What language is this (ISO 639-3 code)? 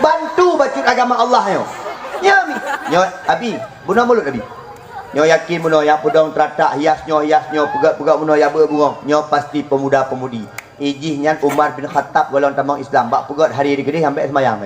ace